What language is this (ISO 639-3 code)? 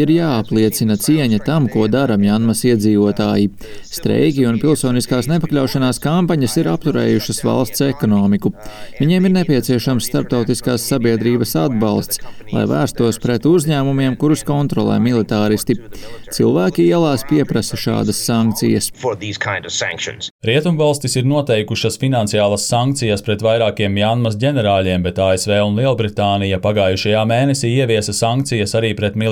lav